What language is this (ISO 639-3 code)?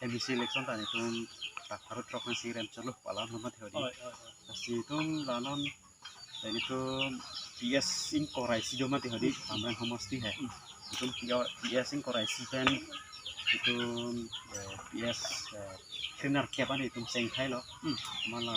mjw